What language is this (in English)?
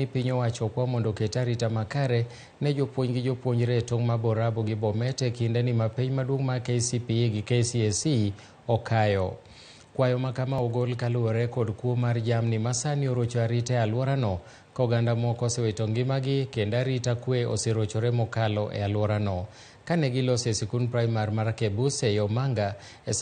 Luo (Kenya and Tanzania)